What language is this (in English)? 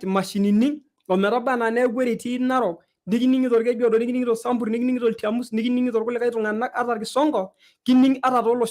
Masai